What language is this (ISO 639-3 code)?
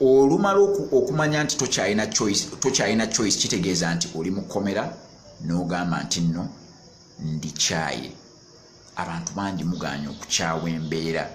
lug